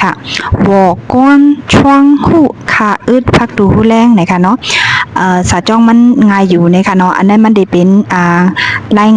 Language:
Shan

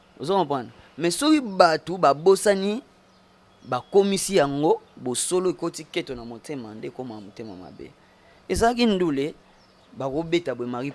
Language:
Lingala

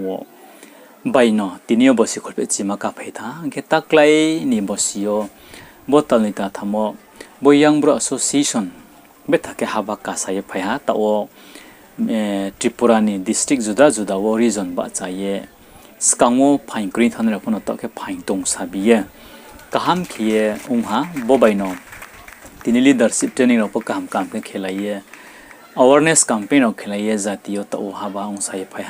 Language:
Riang (India)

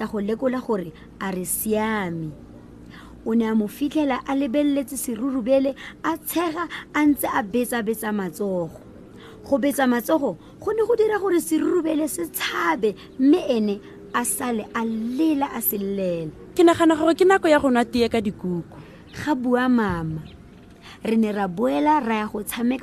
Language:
Tswana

